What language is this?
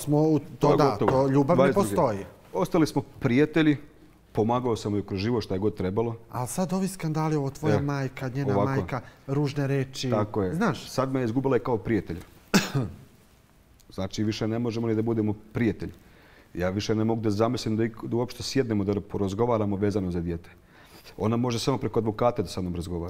Bosnian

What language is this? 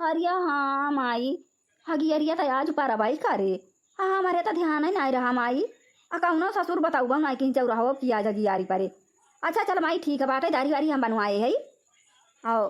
Awadhi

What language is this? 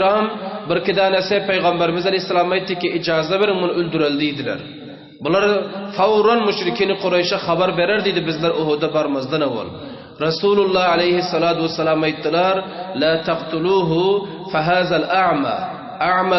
Turkmen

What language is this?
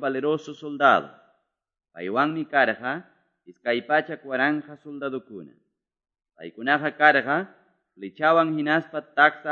Quechua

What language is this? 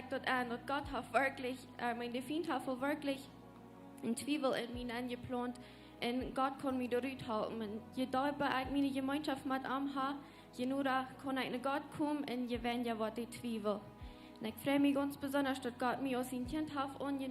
Plautdietsch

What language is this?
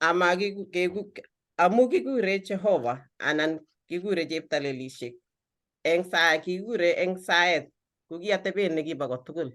Kalenjin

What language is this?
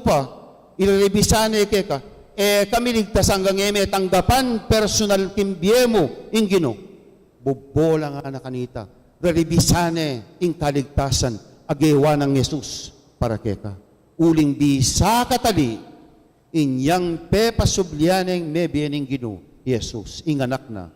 Pampanga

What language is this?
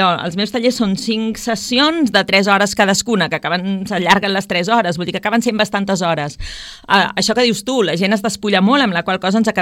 Catalan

